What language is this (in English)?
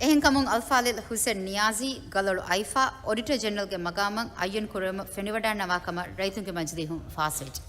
Divehi